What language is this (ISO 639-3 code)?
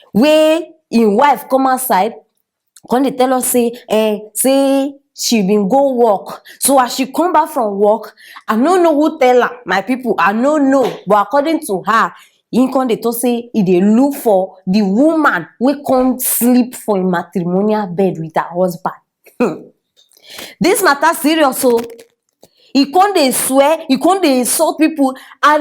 pcm